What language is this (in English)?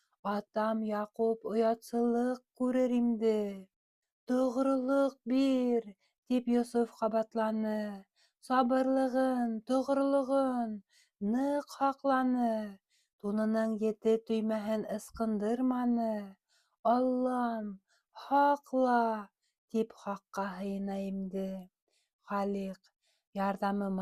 Bashkir